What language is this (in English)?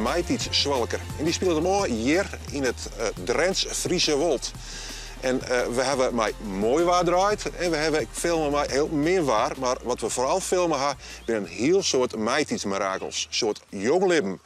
Western Frisian